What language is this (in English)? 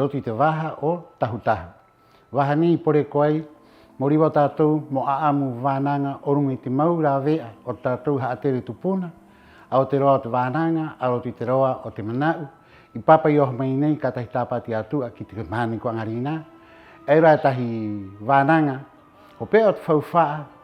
Rapanui